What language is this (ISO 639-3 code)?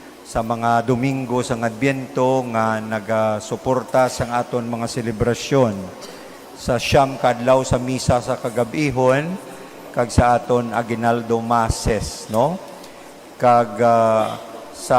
hil